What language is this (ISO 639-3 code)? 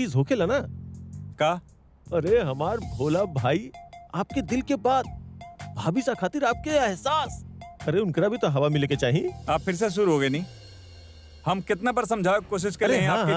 bho